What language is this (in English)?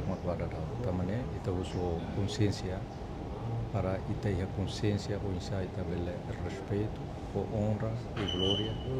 Tetum